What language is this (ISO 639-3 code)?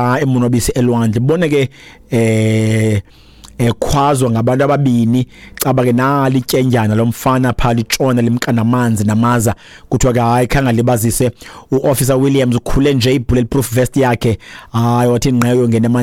xho